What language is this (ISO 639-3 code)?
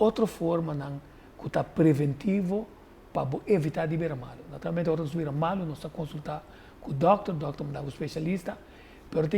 pap